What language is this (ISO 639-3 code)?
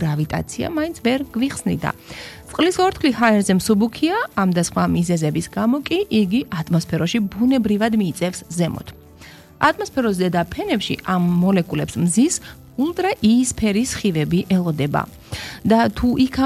kat